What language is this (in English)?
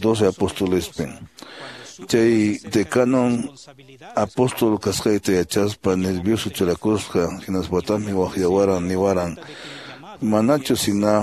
Quechua